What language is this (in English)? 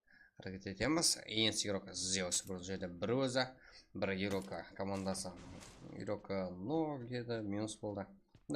Kara-Kalpak